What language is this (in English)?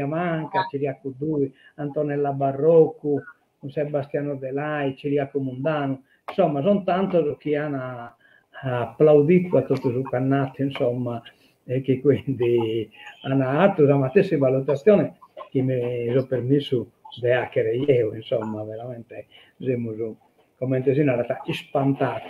Sardinian